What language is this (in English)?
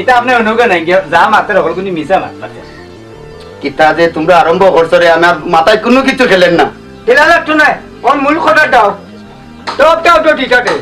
Sylheti